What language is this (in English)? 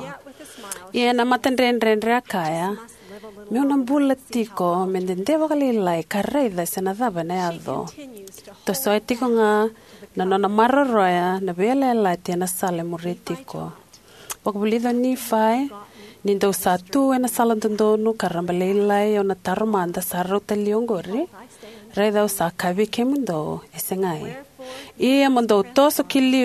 Fijian